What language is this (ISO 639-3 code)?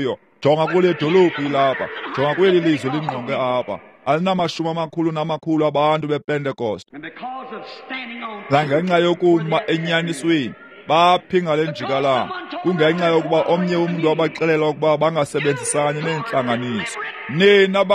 xho